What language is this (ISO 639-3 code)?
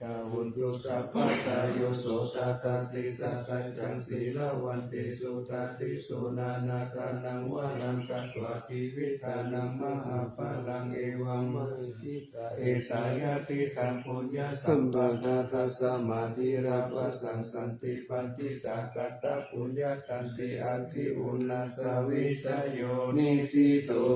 pli